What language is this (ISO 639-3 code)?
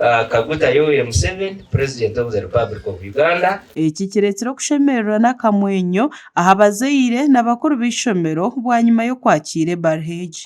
nyn